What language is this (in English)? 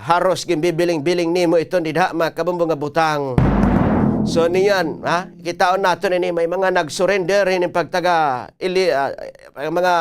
Waray